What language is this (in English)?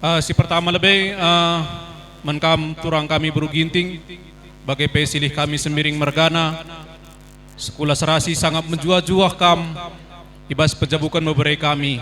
Batak Karo